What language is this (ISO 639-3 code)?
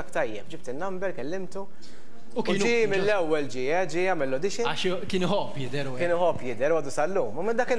mlt